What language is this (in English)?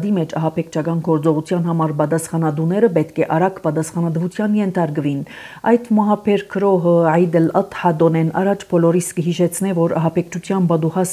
Armenian